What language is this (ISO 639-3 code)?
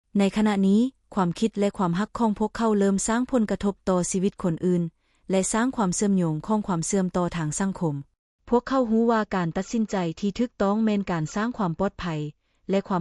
lao